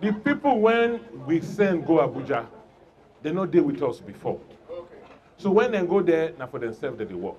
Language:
Nigerian Pidgin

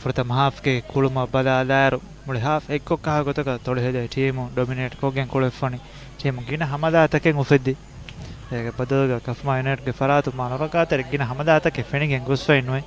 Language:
Divehi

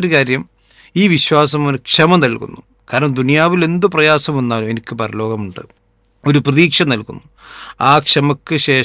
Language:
Malayalam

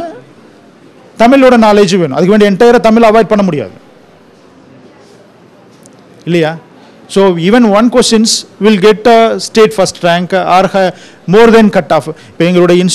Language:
Tamil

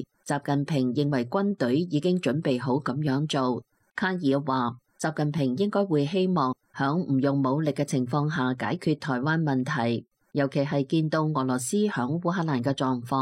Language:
Cantonese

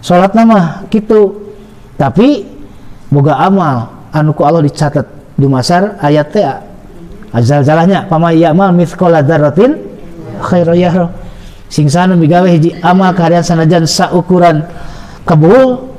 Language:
Sundanese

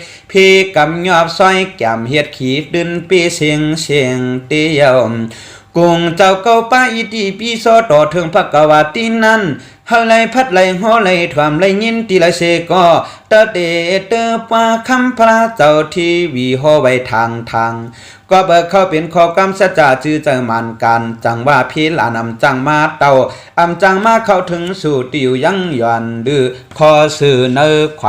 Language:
Shan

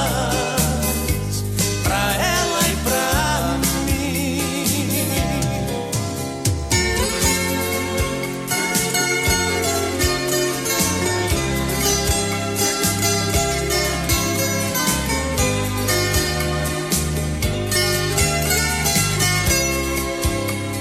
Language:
Portuguese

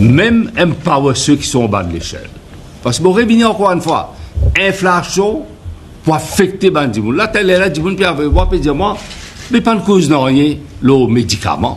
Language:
Morisyen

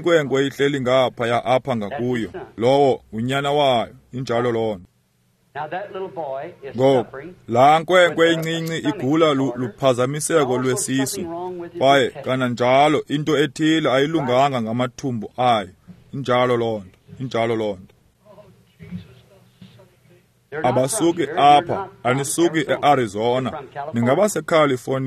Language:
Xhosa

